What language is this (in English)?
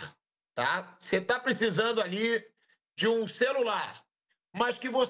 Portuguese